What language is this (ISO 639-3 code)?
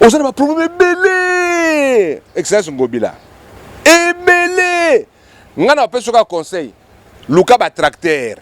lin